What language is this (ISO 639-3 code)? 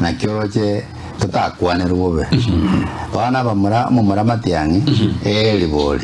guz